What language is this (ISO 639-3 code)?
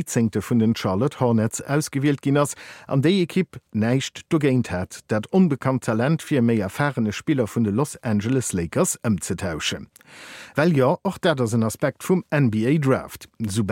ltz